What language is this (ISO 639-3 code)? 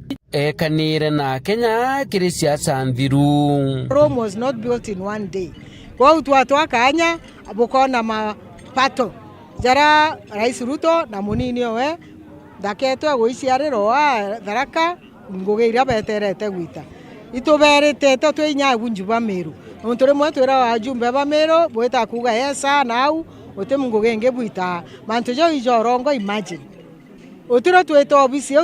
mer